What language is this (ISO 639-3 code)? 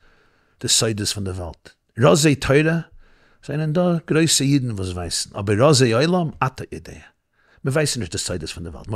yid